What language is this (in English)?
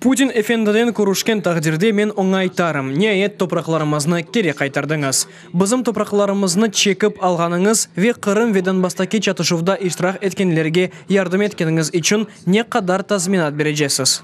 Crimean Tatar